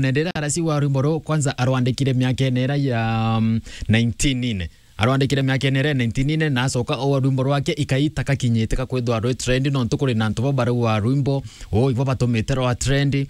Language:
Meru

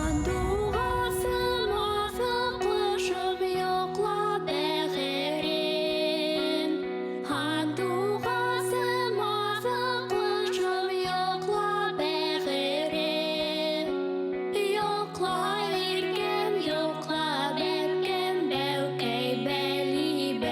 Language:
Bashkir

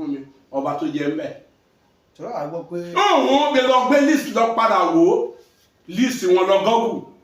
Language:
Yoruba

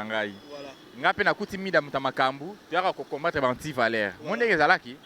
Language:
Lingala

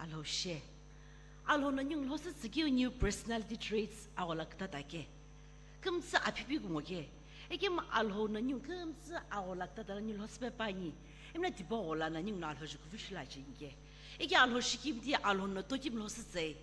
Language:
Sumi Naga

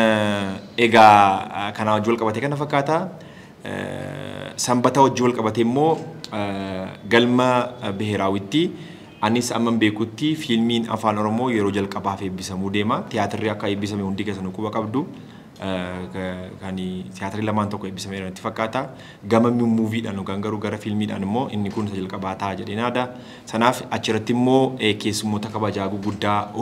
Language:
Oromo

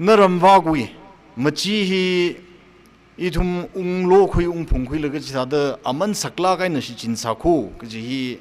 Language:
Tangkhul Naga (India)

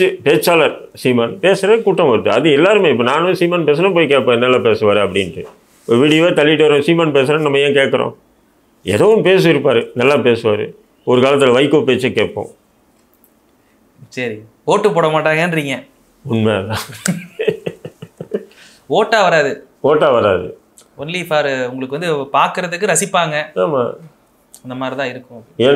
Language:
Tamil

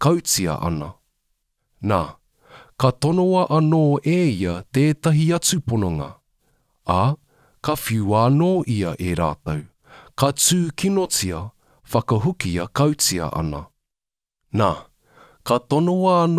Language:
Māori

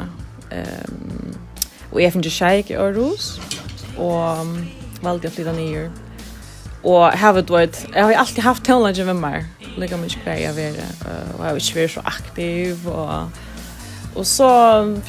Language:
Faroese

